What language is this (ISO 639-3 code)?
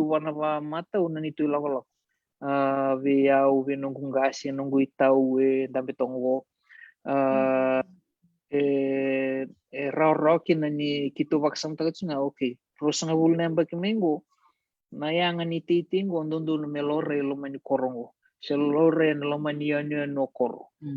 fij